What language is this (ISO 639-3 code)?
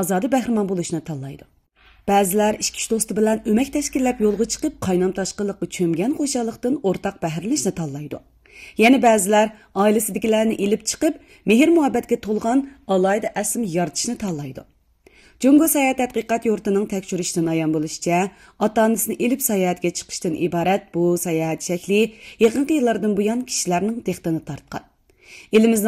uig